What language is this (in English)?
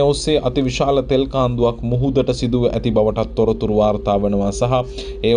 Sinhala